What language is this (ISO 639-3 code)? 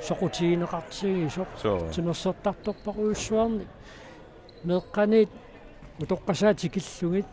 kal